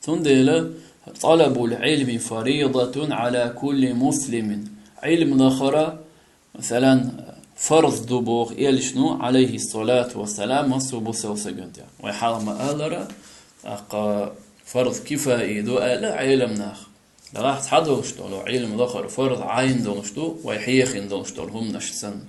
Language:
Chechen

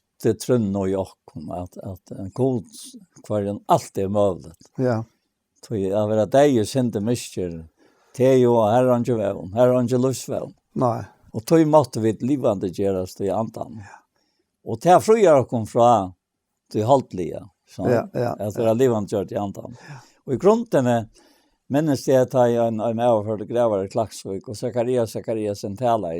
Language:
Faroese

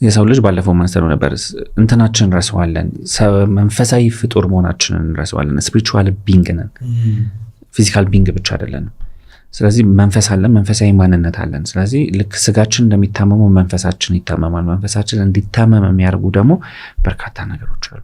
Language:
Amharic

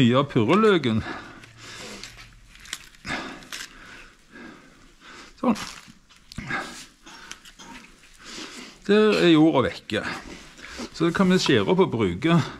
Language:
Norwegian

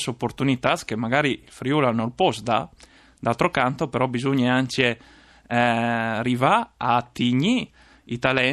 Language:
Friulian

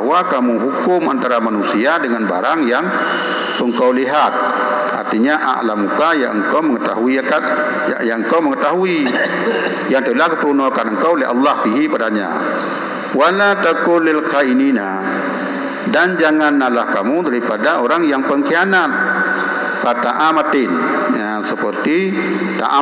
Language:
Achinese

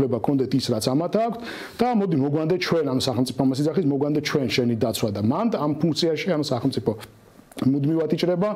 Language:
Georgian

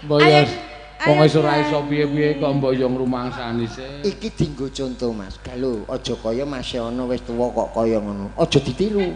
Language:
Javanese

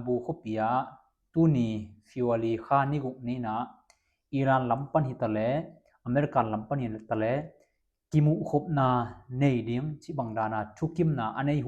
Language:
Tedim Chin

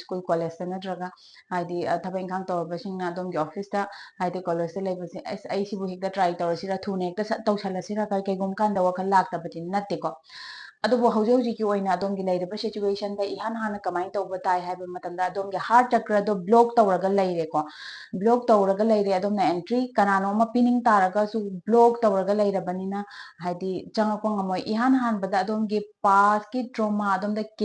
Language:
Manipuri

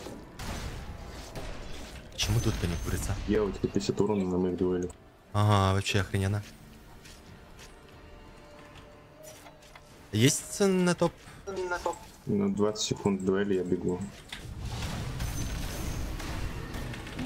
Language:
Russian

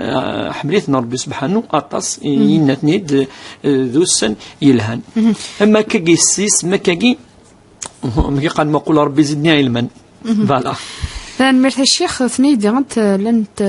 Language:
Kabyle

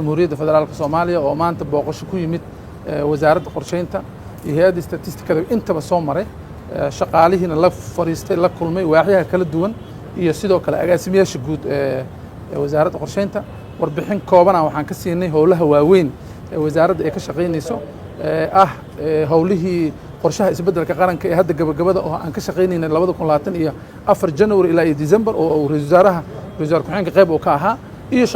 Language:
Somali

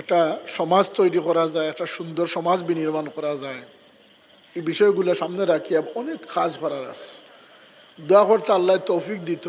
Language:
Sylheti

